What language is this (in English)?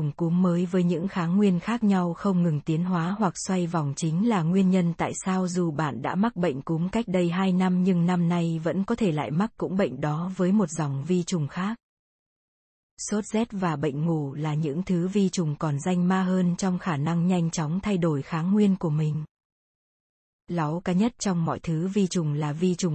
Vietnamese